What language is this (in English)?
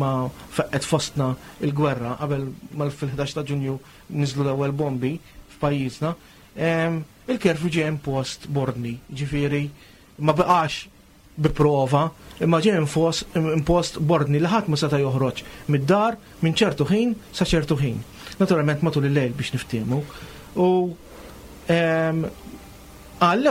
Maltese